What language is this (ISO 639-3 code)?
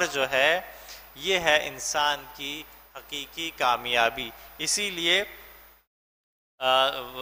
urd